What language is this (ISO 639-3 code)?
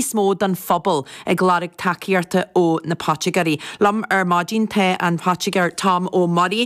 gle